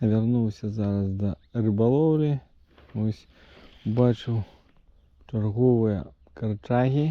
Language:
Belarusian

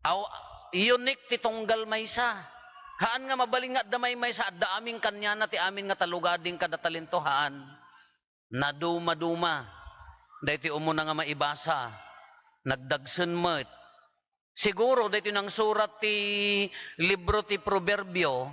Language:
Iloko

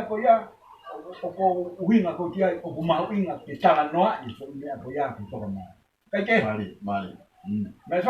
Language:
Tongan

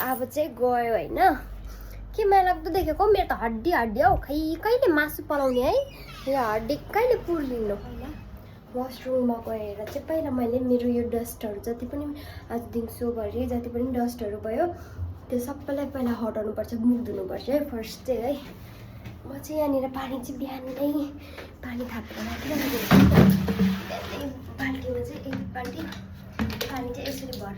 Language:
Nepali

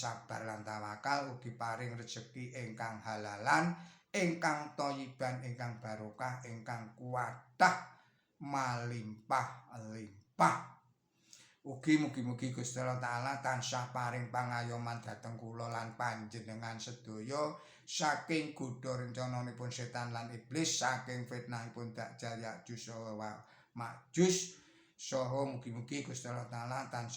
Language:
Javanese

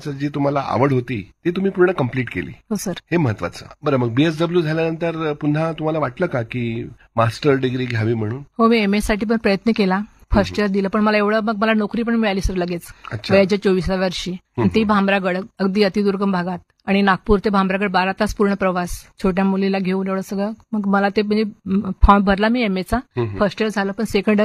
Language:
Marathi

